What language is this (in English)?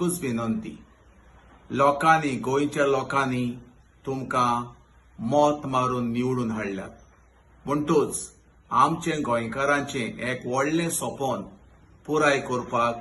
Konkani